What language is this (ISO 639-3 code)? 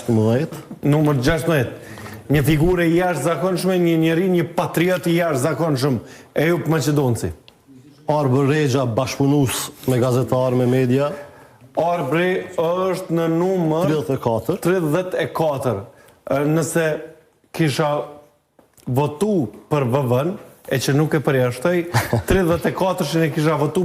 sqi